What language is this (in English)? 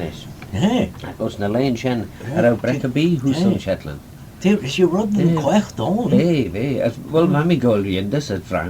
Manx